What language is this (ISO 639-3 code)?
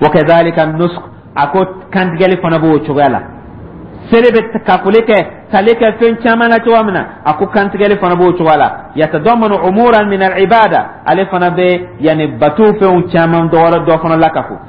dyu